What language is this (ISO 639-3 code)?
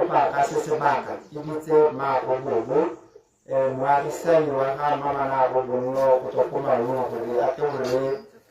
tsn